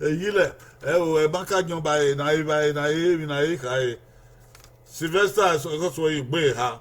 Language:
Bini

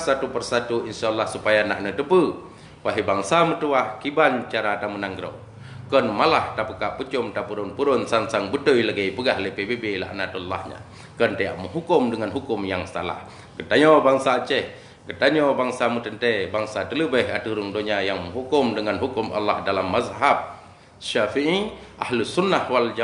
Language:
Achinese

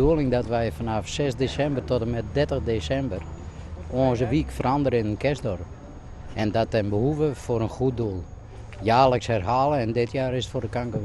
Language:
Western Frisian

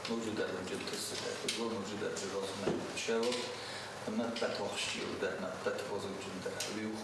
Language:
Ossetic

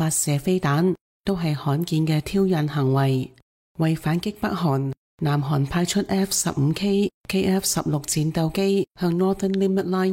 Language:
Cantonese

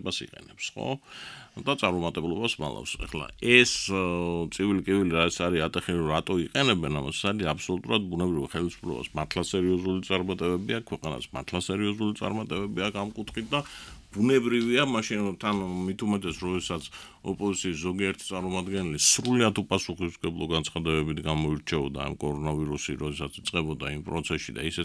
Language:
Georgian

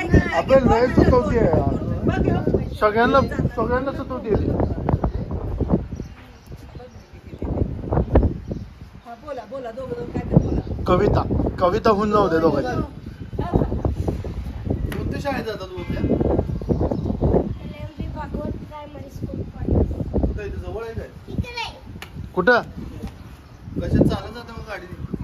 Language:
Marathi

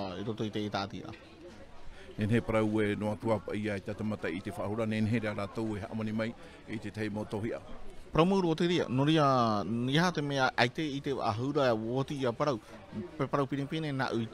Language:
Tahitian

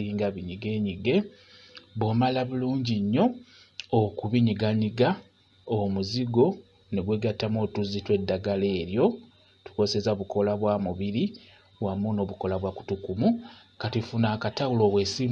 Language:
Ganda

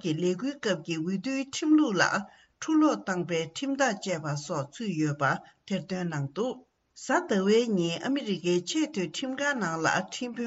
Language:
Tibetan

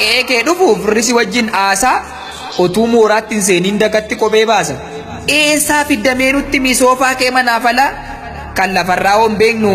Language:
Oromo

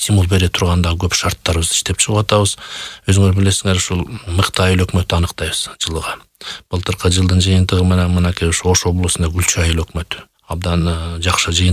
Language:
Kyrgyz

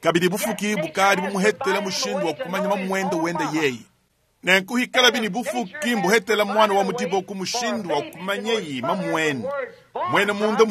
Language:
Luba-Lulua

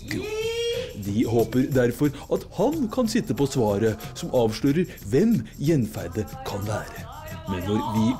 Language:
Norwegian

